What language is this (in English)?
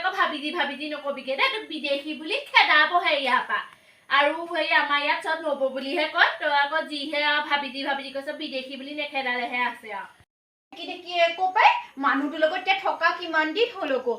Assamese